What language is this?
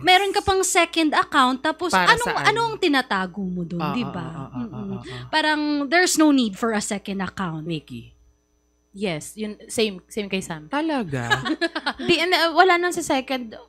Filipino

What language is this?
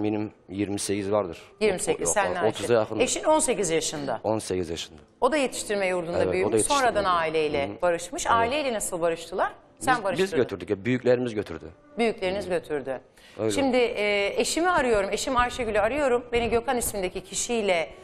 Turkish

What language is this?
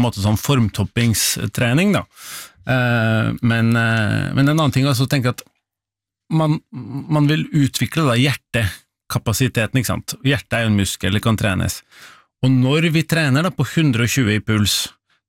Norwegian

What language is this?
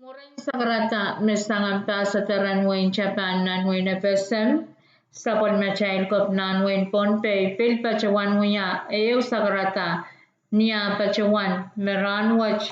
Pohnpeian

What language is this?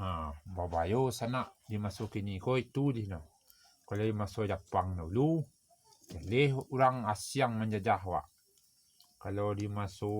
Minangkabau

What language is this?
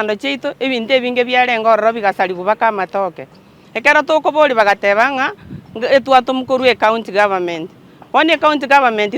Gusii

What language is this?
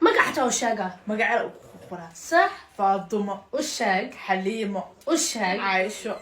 Somali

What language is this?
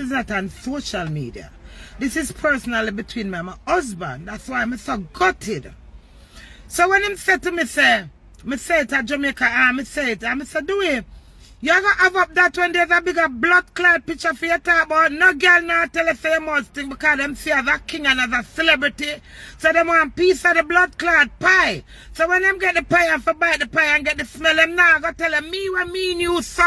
Jamaican Creole English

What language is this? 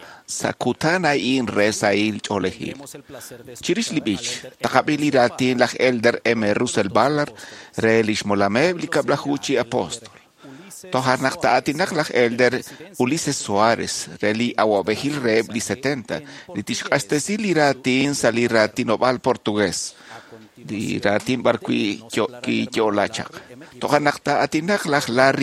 Kekchí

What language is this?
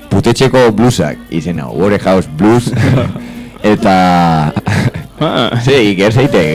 Basque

